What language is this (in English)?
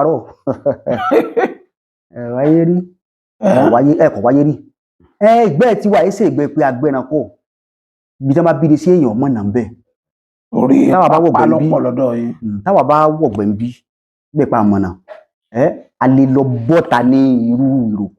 Yoruba